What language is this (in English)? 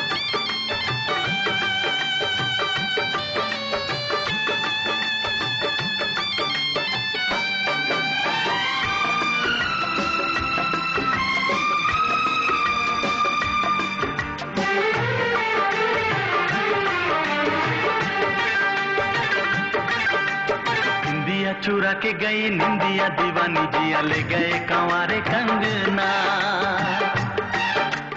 Hindi